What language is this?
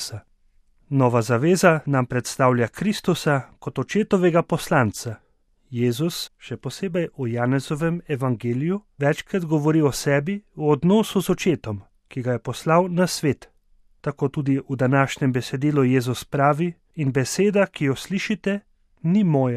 Slovenian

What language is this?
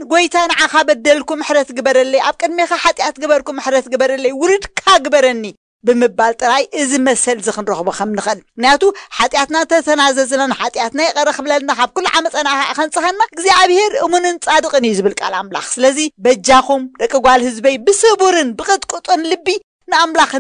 Tigrinya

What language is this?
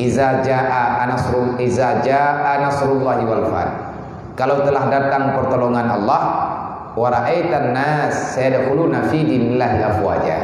Achinese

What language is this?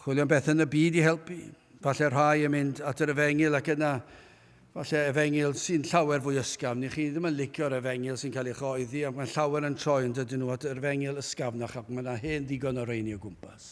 Welsh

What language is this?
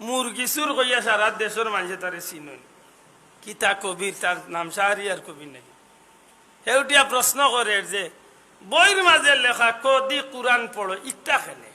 Sylheti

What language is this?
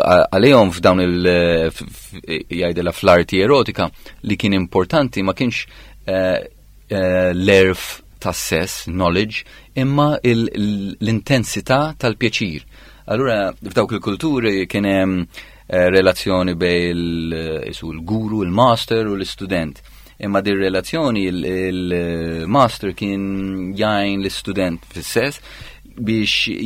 Maltese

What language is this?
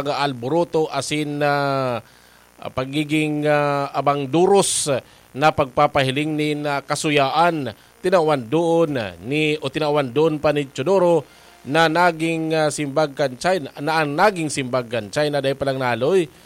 Bikol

